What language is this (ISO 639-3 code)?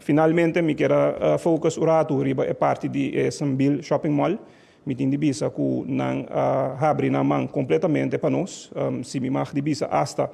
pap